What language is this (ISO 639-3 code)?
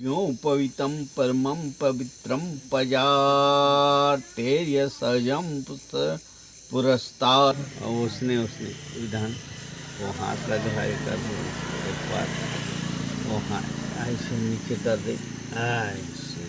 hne